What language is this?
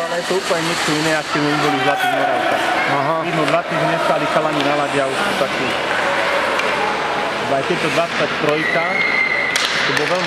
Slovak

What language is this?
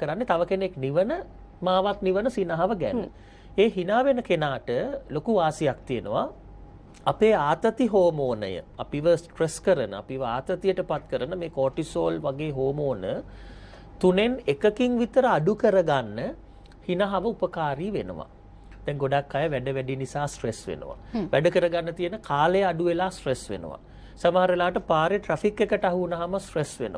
Sinhala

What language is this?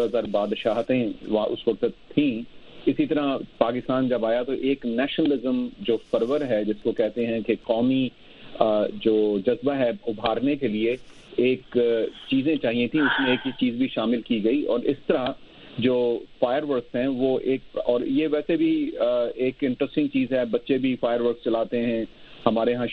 Urdu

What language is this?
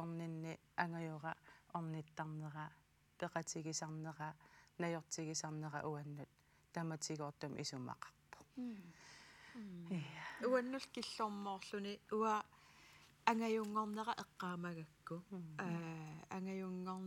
Kalaallisut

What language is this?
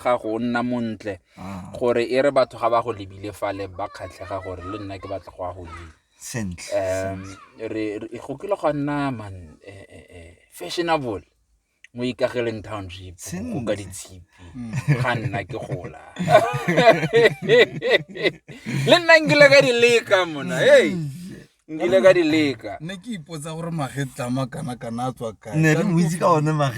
Tswana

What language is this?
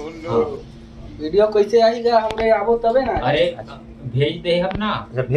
Chhattisgarhi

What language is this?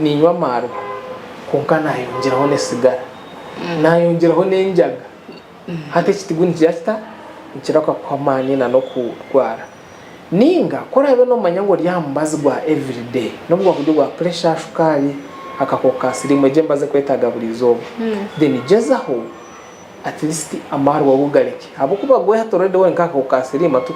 Nyankole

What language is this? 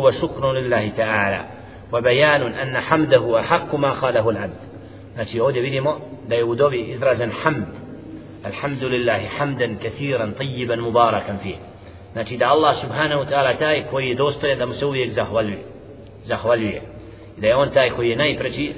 Bosnian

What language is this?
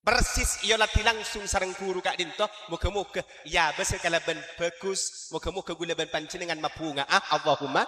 Madurese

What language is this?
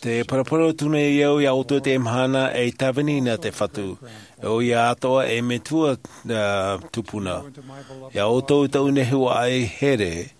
Tahitian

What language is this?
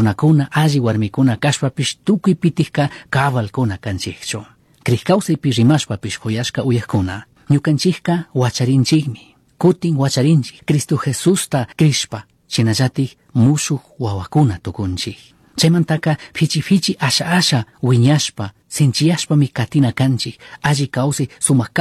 Chimborazo Highland Quichua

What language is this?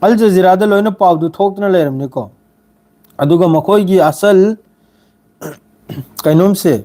Manipuri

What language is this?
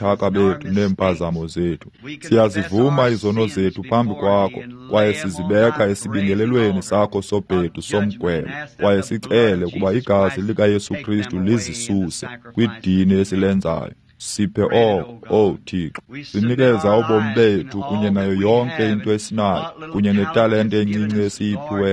Xhosa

